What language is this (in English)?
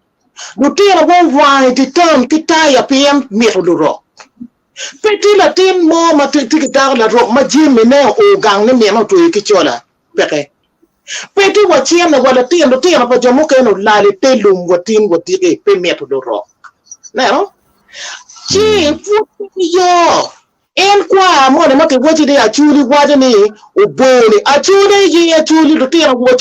Acoli